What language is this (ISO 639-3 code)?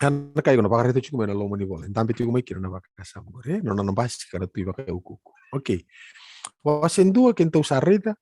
fij